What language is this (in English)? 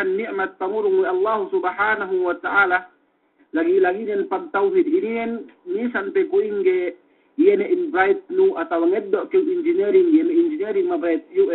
Yakan